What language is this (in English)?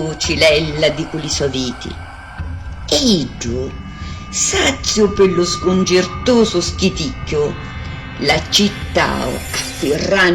Sicilian